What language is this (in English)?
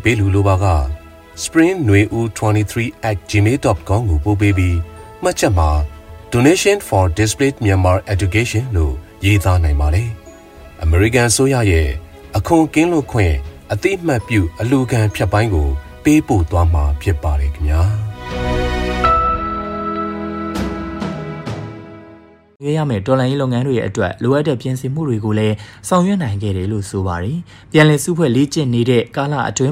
Burmese